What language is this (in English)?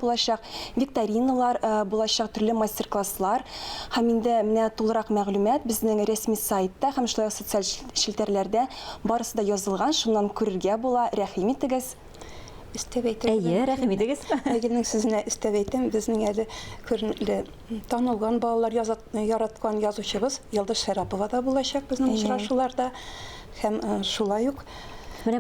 Tatar